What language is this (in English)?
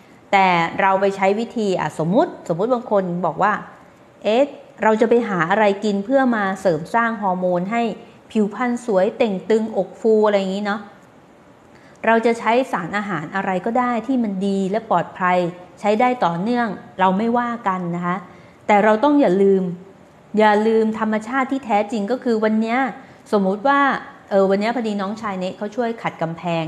Thai